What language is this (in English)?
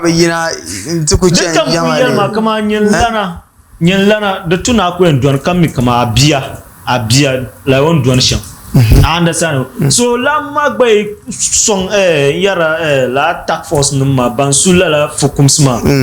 Dagbani